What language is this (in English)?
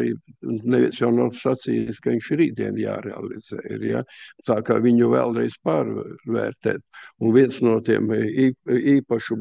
Latvian